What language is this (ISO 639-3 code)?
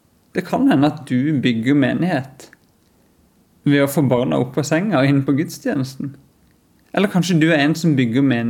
nor